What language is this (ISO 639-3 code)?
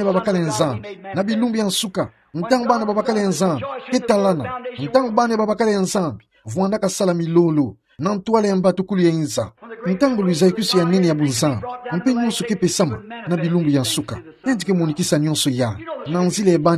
ktu